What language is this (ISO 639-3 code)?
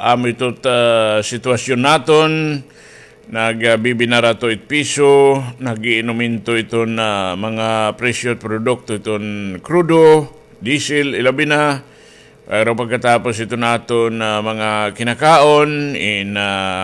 war